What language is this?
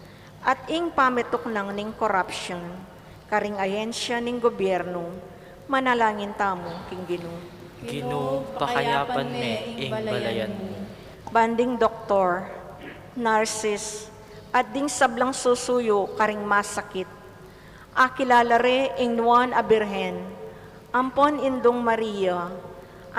Pampanga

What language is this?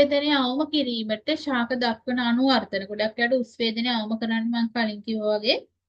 Sinhala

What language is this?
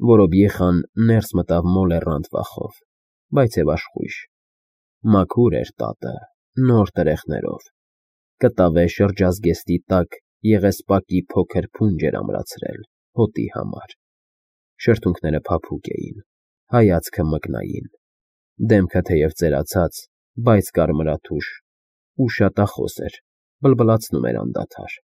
Armenian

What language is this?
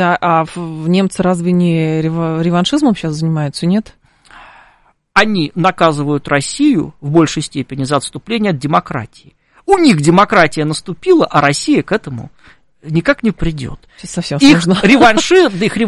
Russian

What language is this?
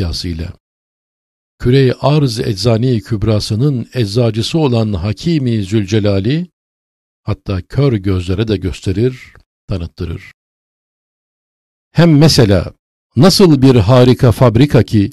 Turkish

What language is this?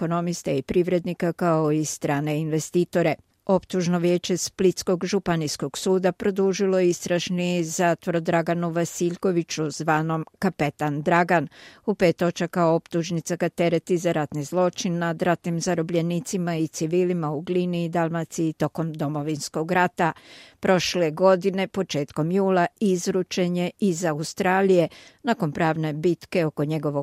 Croatian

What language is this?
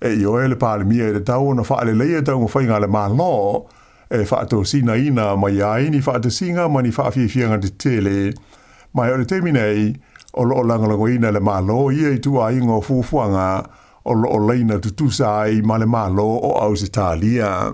Samoan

